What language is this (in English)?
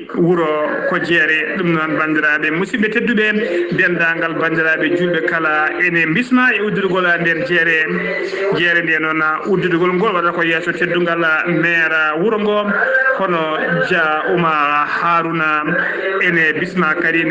Fula